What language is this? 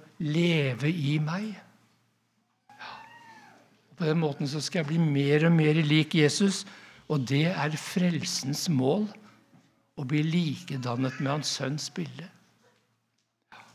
Norwegian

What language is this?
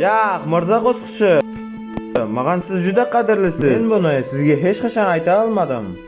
Kara-Kalpak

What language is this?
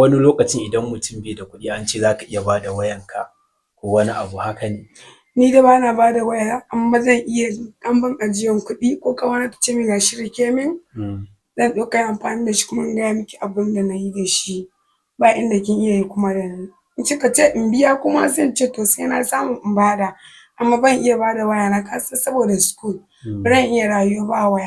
Hausa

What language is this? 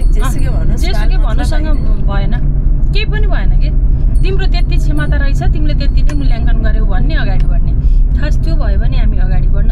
Nepali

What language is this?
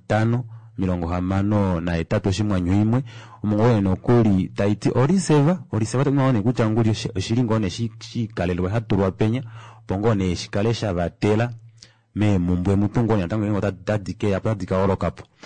Kuanyama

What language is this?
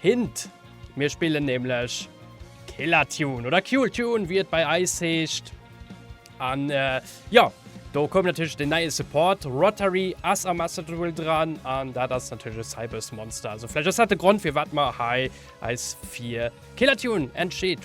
Luxembourgish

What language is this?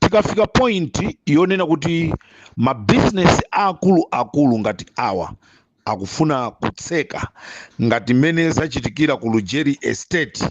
Nyanja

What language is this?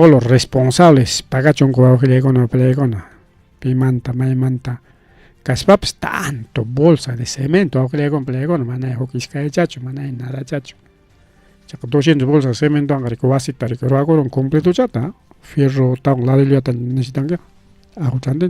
Ayacucho Quechua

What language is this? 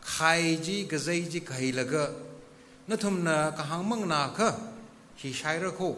Tangkhul Naga (India)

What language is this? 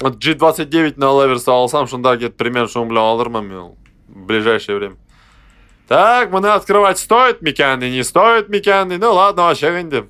Tatar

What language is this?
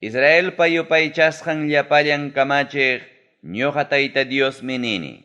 Ayacucho Quechua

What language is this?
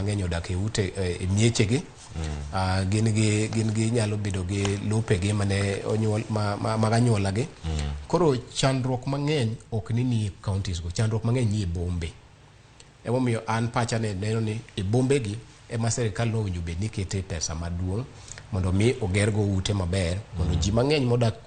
Luo (Kenya and Tanzania)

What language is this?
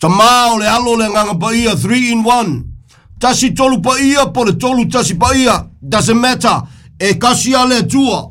Samoan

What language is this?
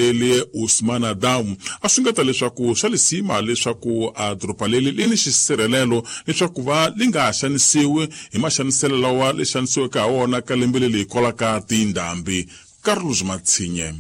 Tsonga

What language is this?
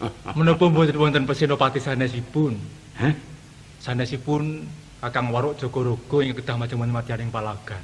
Javanese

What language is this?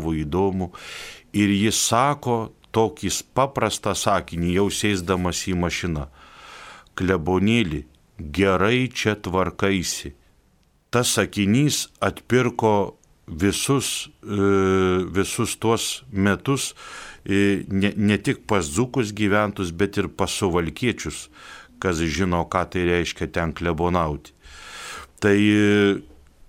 Lithuanian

